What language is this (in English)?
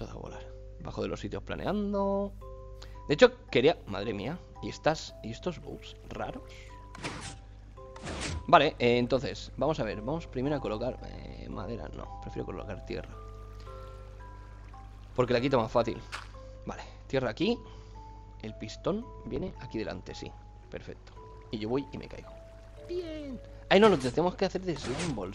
Spanish